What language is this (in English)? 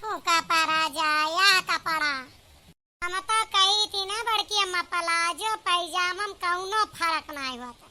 Awadhi